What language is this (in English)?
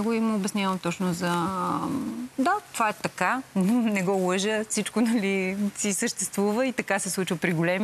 Bulgarian